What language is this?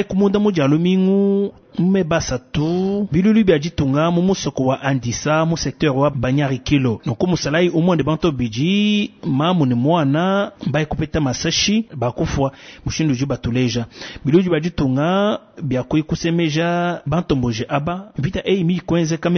Luba-Lulua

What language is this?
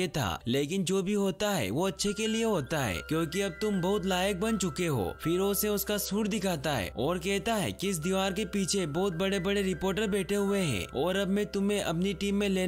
Hindi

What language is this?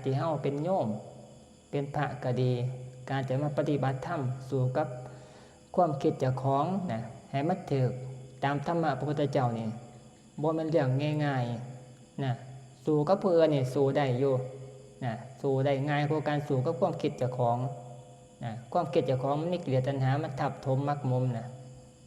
Northeastern Thai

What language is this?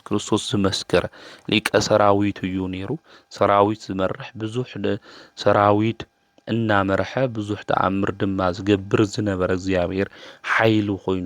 Tigrinya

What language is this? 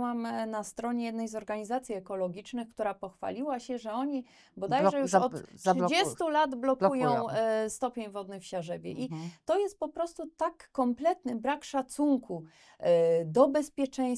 Polish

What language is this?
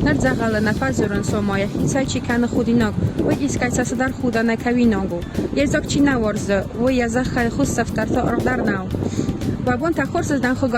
Ossetic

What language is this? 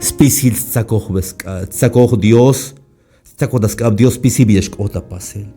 Tzeltal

